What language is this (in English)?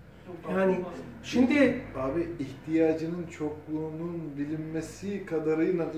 Turkish